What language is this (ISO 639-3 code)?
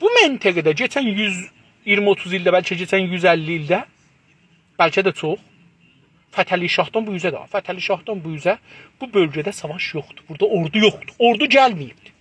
azb